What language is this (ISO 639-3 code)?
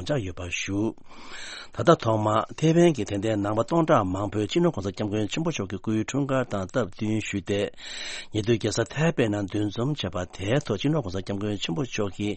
bod